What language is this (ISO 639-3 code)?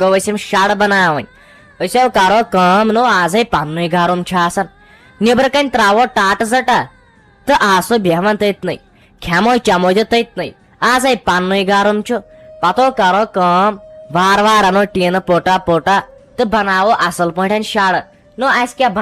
kas